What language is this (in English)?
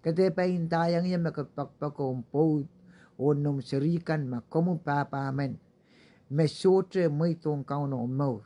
Pohnpeian